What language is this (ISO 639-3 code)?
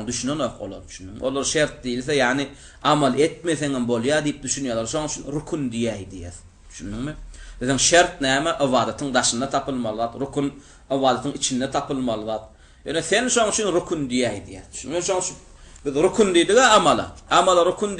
tuk